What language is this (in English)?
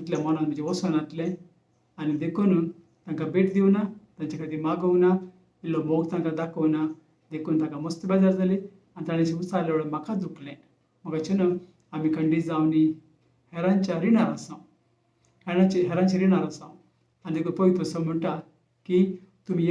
Konkani